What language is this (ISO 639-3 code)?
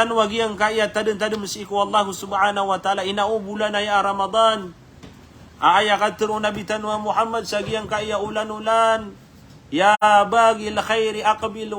mrw